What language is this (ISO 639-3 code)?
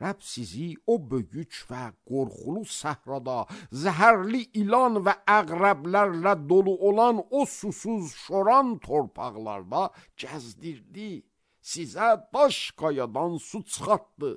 aze